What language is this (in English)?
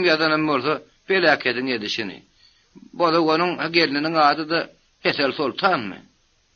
Turkmen